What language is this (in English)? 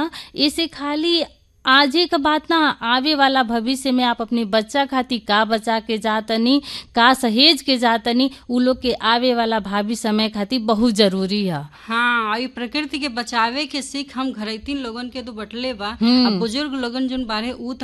Bhojpuri